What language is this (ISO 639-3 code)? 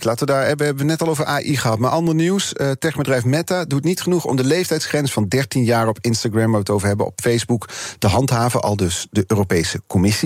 nld